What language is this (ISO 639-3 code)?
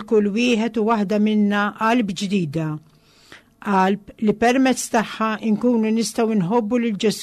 mlt